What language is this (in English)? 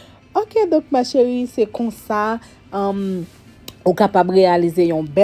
Haitian Creole